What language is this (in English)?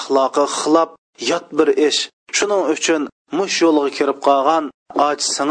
Uyghur